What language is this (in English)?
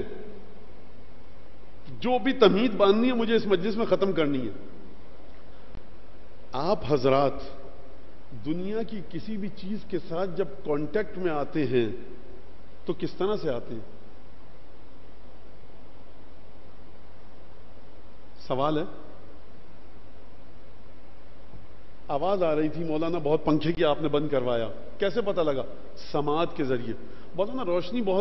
Urdu